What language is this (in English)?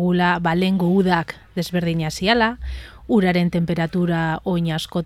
Basque